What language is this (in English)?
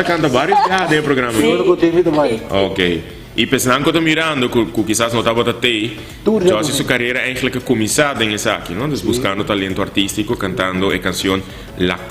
Papiamento